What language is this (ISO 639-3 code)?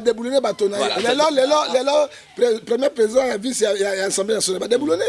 lin